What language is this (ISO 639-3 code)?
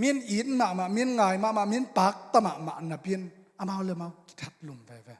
ctd